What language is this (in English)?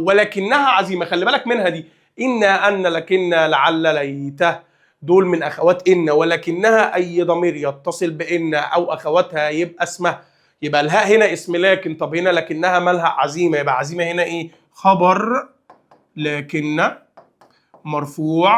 Egyptian Arabic